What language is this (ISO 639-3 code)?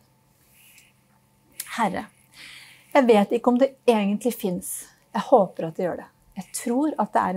nor